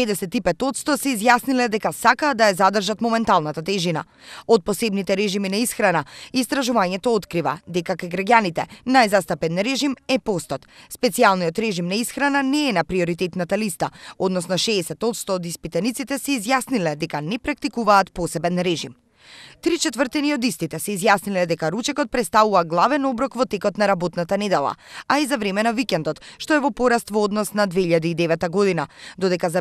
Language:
Macedonian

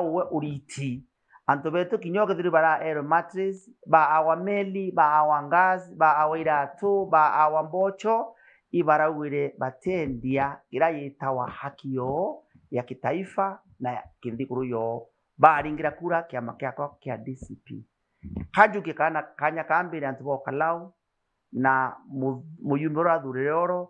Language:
Meru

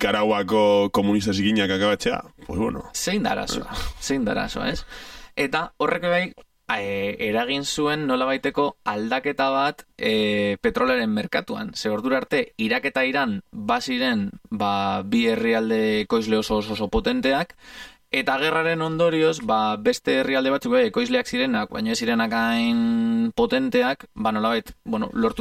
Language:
Basque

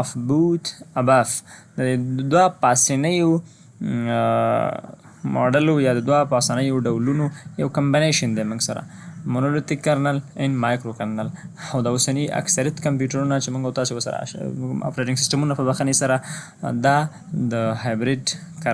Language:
Pashto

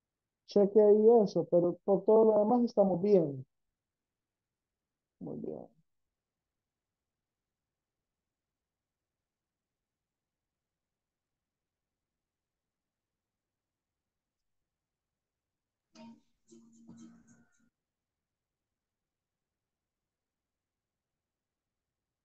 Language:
Spanish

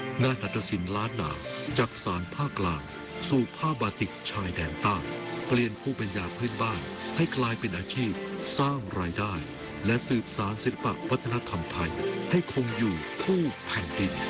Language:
Thai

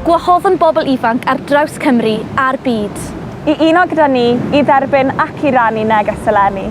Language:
Welsh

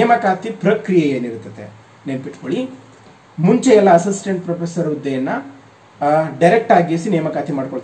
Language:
Kannada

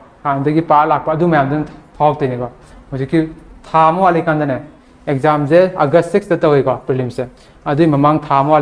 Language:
Manipuri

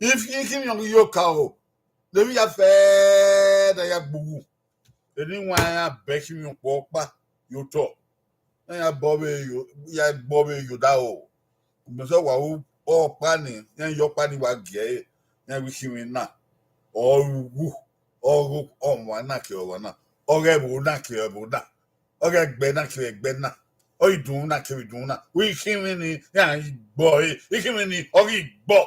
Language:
Bini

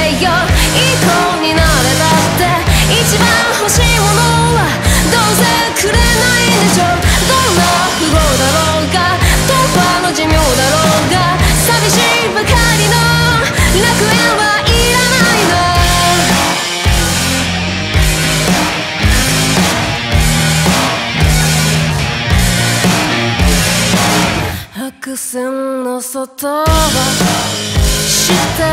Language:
Japanese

